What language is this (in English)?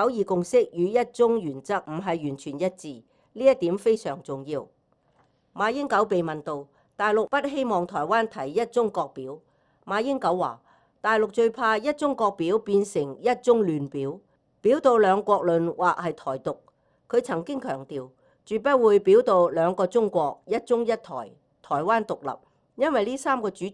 Cantonese